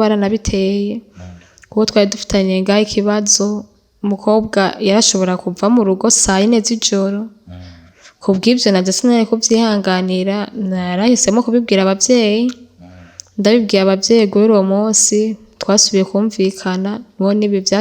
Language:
Rundi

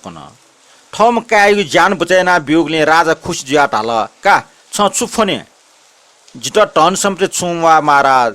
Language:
Newari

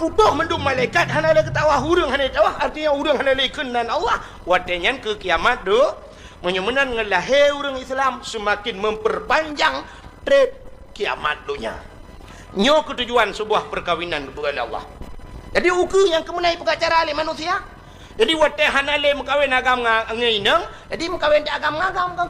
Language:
Achinese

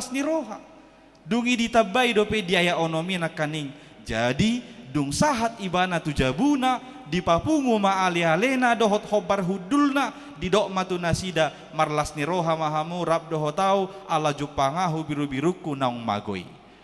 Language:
Batak Toba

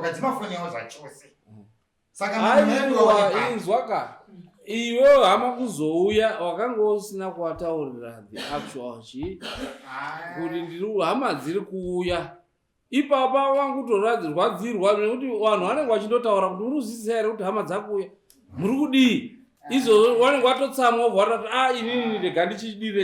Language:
Shona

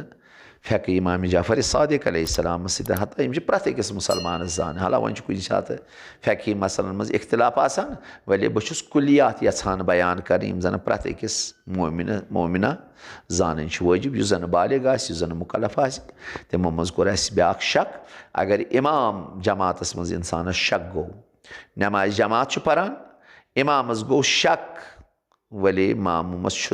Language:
Kashmiri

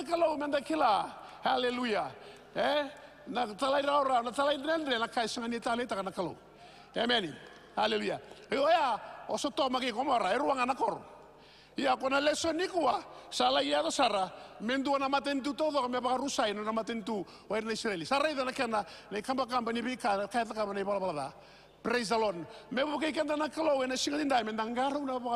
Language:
Fijian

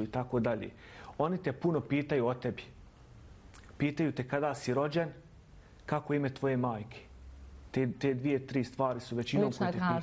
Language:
Bosnian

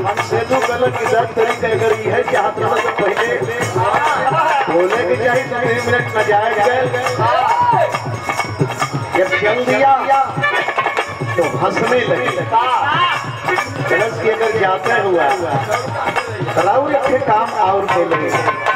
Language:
Bhojpuri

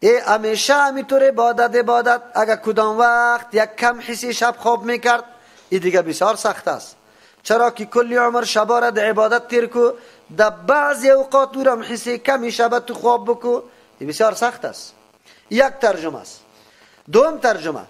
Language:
Persian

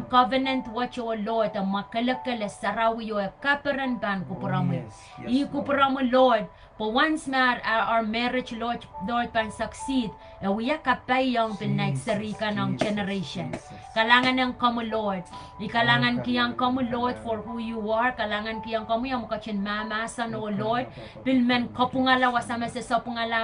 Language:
Pohnpeian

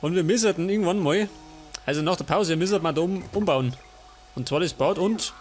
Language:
Bavarian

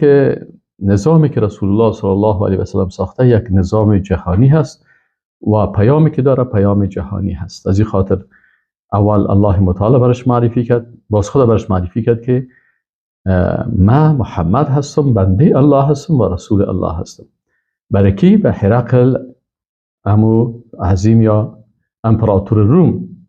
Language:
Persian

